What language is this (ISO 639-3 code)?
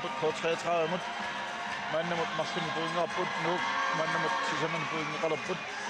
kal